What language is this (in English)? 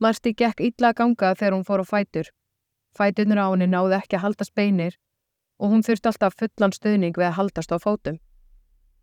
Icelandic